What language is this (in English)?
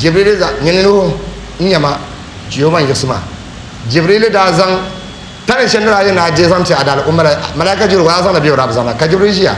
Dagbani